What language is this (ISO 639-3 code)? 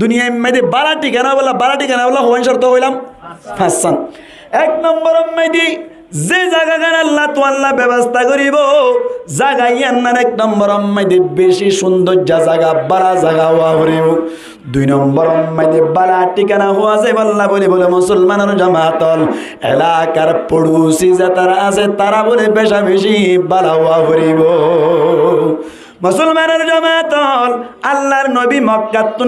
rhg